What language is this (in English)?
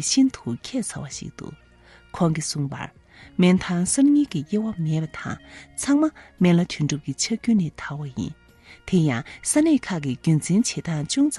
Tibetan